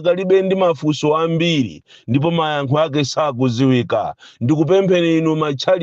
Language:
Nyanja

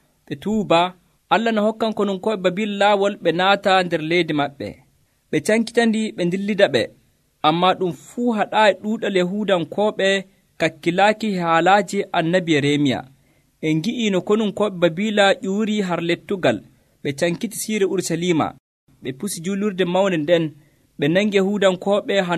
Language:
Nigerian Fulfulde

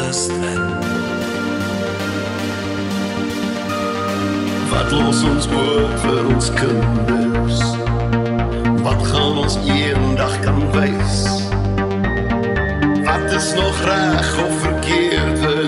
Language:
Afrikaans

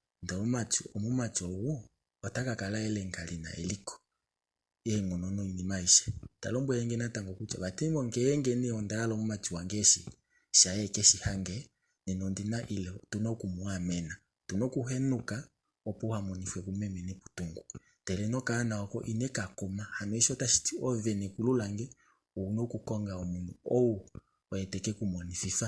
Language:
Kuanyama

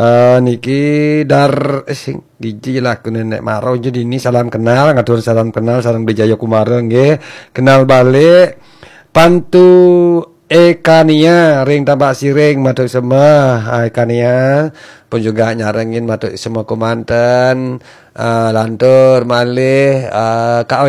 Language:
Balinese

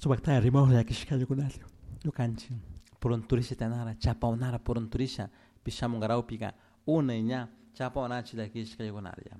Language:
Chimborazo Highland Quichua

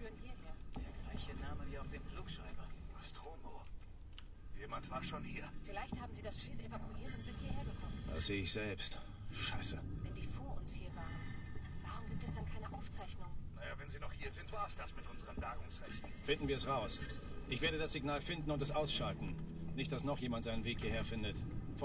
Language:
Bavarian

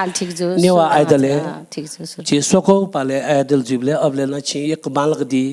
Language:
Newari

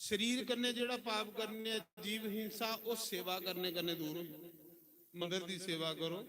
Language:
Dogri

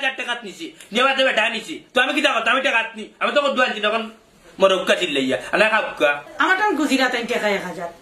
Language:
Sylheti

